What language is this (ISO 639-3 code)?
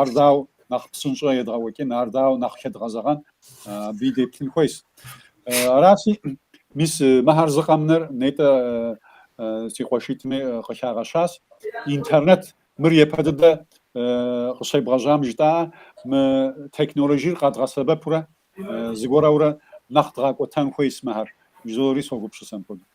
kbd